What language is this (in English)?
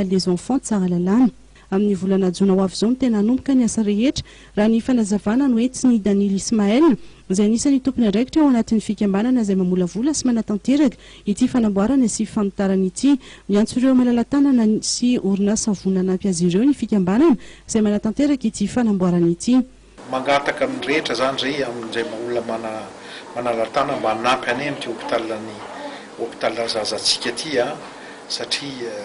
Malagasy